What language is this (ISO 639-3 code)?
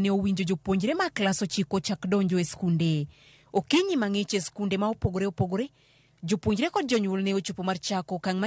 luo